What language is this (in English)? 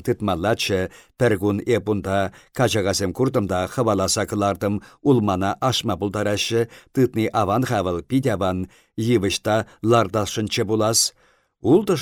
Chuvash